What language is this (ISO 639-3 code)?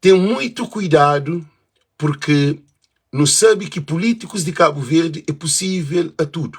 kea